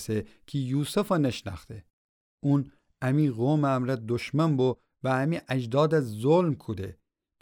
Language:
Gilaki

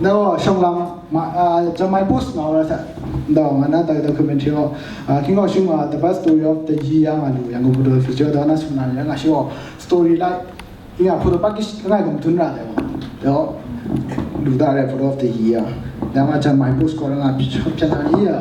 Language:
Kachin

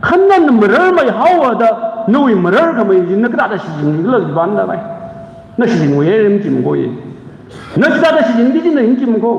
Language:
Tangkhul Naga (India)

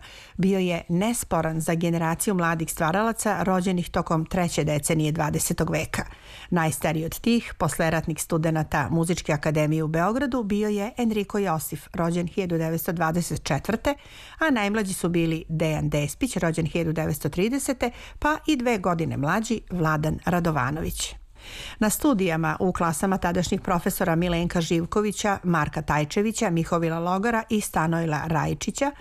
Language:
Serbian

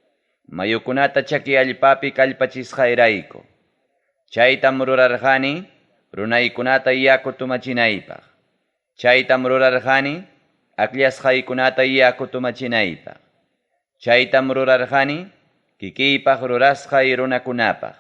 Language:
Ayacucho Quechua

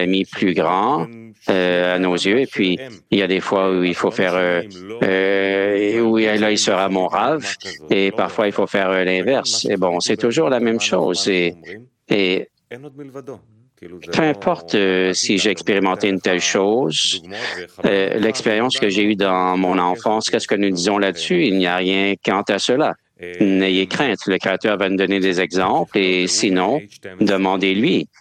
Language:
French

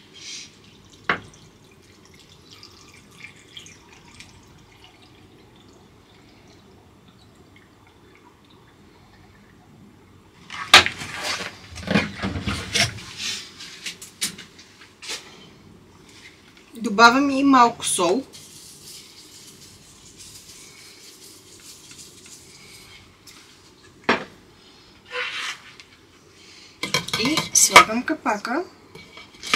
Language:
Bulgarian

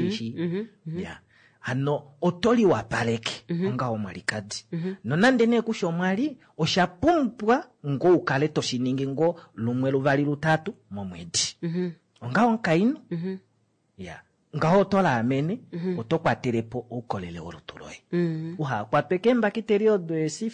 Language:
Kuanyama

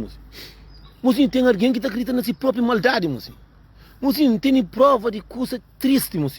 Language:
Kabuverdianu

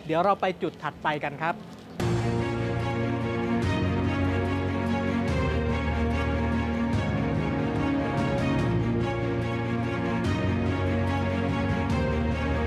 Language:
Thai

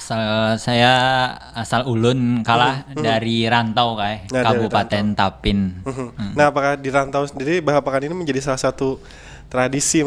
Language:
Banjar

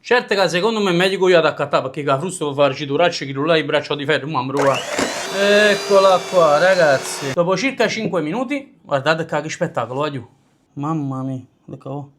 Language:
Neapolitan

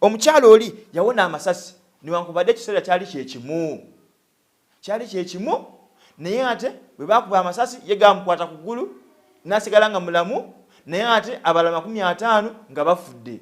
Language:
Ganda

